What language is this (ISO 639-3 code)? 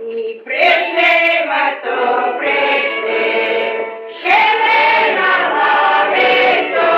rue